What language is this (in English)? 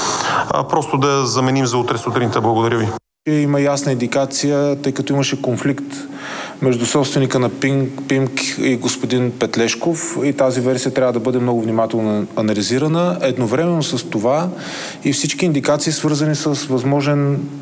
Bulgarian